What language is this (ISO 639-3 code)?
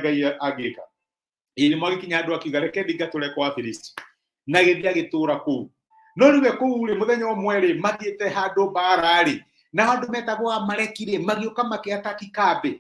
kik